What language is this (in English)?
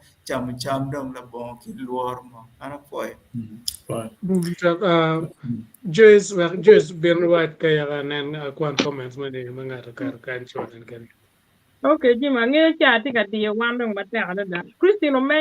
Acoli